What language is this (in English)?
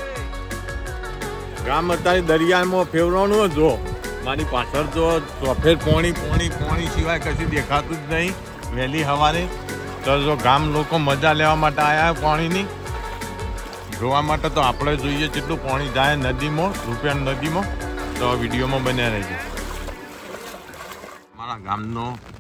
Gujarati